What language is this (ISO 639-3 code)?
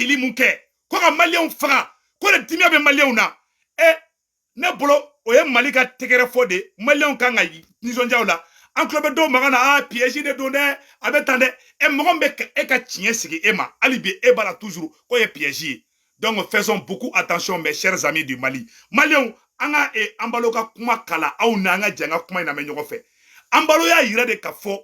bam